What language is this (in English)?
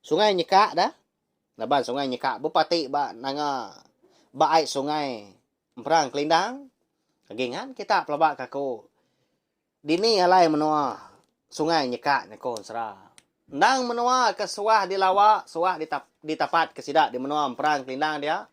Iban